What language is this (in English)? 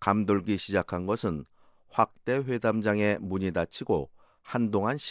Korean